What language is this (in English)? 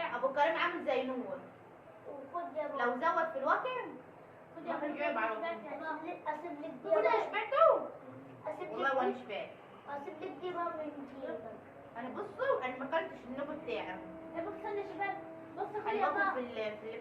Egyptian Arabic